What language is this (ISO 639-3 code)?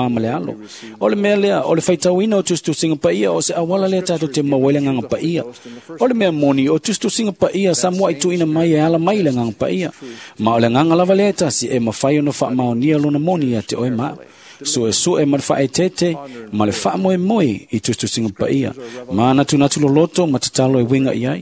smo